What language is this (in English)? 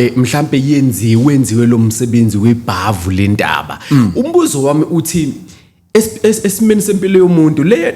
Zulu